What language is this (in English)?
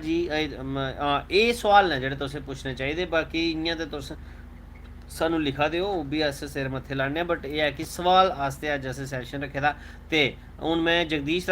Dogri